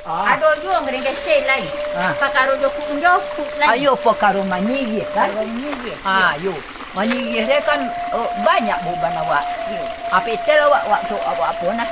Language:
Minangkabau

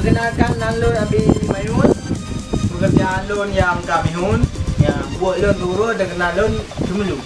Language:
Achinese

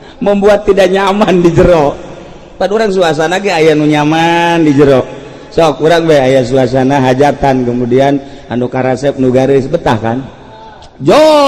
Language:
Sundanese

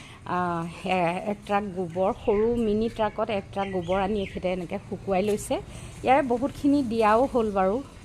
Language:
Assamese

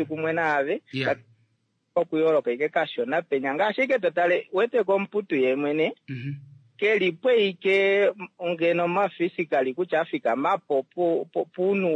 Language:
Kuanyama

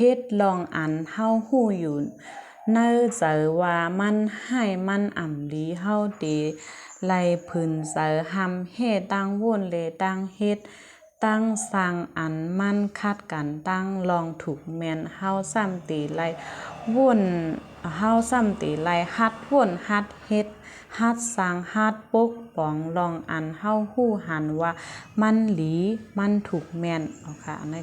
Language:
Shan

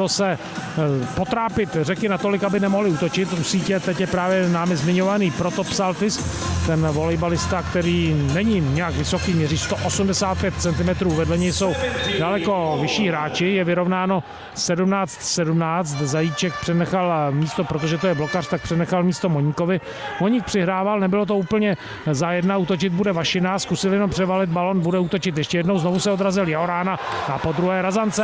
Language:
Czech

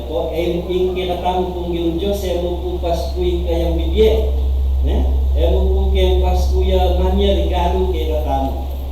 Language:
Pampanga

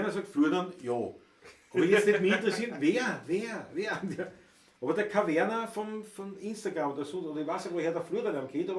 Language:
Bavarian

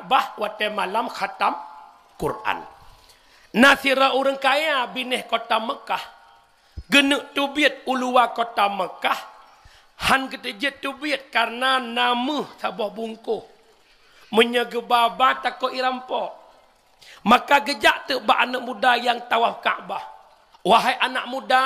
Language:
Achinese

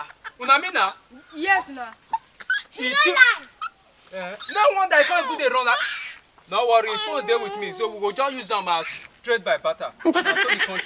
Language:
Nigerian Pidgin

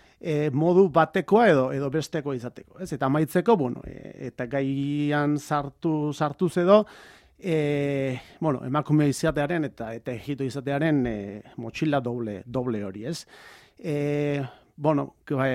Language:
Basque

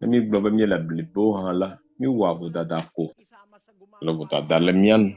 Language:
Ewe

